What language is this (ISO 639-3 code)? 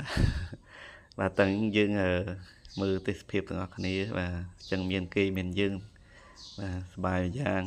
khm